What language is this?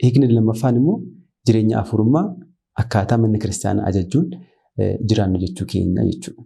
Oromo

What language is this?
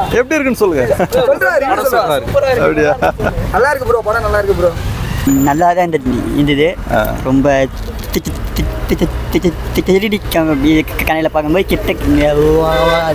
Tamil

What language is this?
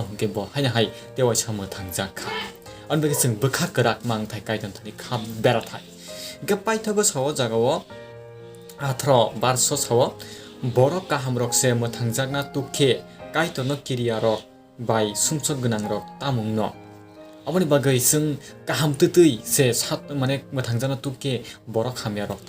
Kok Borok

